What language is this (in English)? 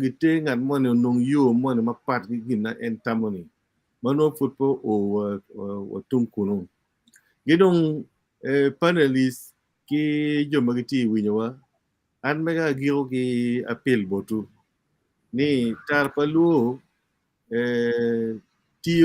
Acoli